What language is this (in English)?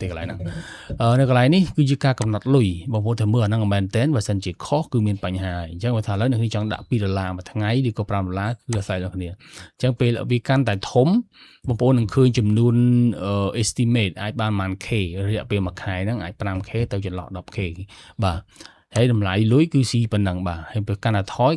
Khmer